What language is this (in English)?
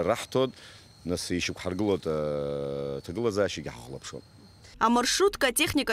Abkhazian